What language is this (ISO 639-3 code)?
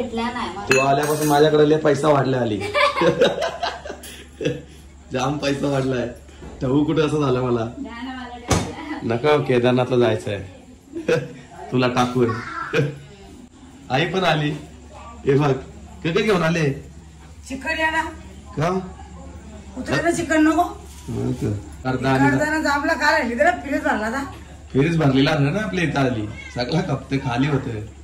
mar